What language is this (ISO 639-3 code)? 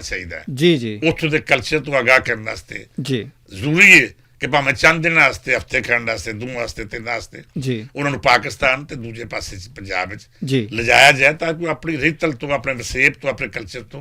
lah